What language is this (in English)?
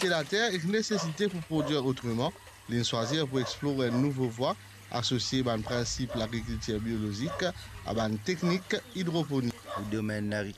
Morisyen